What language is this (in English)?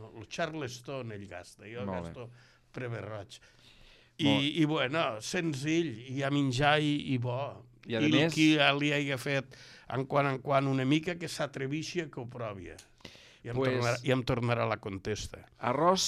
Catalan